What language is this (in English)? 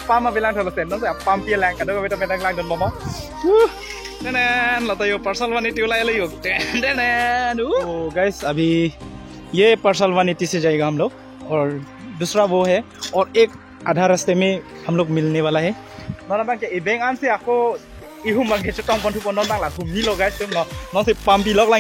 Karbi